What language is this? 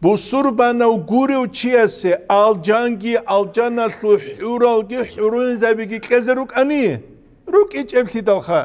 Avaric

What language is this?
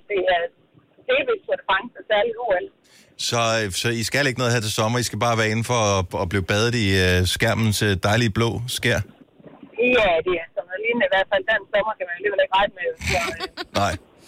Danish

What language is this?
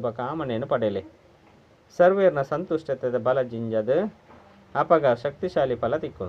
Tulu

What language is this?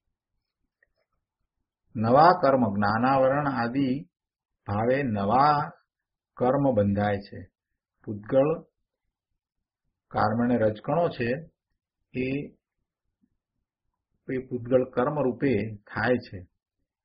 Gujarati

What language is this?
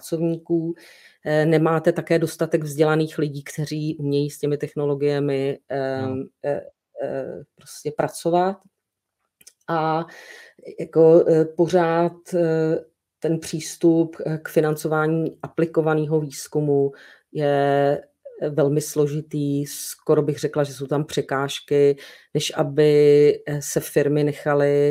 Czech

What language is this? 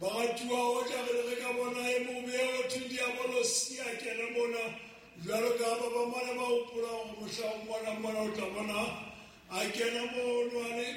Southern Sotho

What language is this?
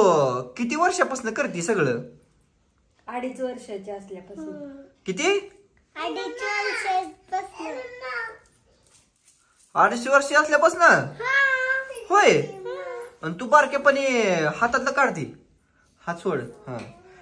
Marathi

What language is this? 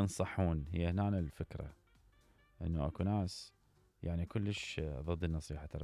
Mesopotamian Arabic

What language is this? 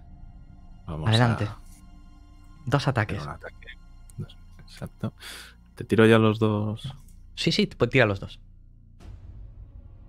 Spanish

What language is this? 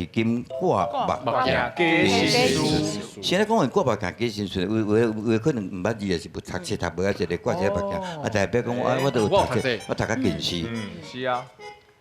Min Nan Chinese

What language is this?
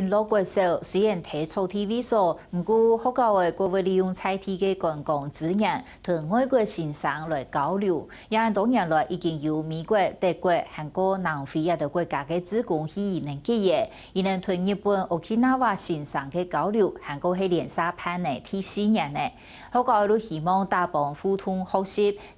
Hakka Chinese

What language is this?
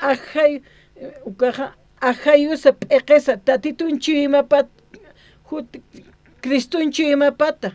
Aymara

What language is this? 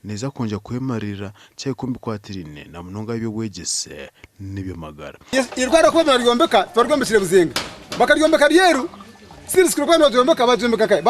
Nyankole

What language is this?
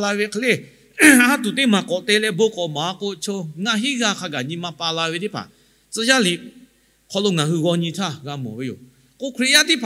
Lahu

